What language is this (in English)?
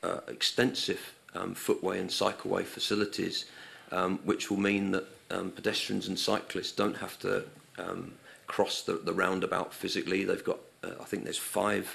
English